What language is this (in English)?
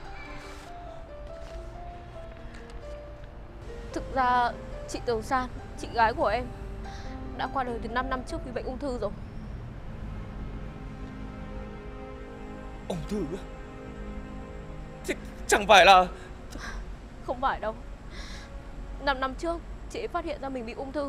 Vietnamese